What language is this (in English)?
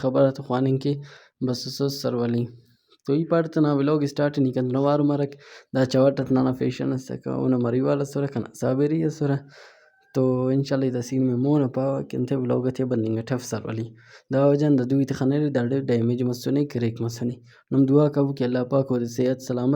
Brahui